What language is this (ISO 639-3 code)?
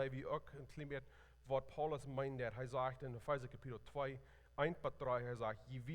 pdt